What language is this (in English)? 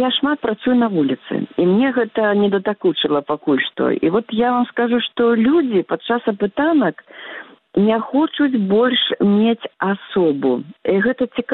Belarusian